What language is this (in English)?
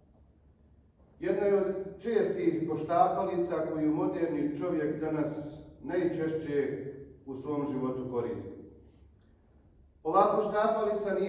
Bosnian